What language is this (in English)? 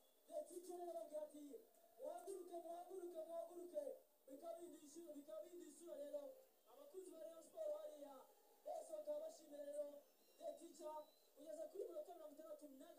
Kinyarwanda